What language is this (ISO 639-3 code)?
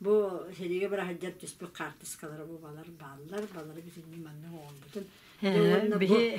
sah